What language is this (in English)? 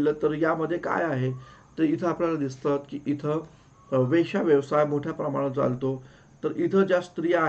Marathi